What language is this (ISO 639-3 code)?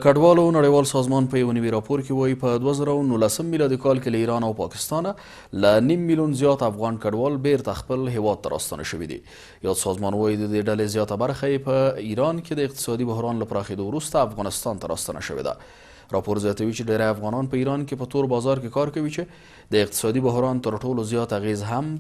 pus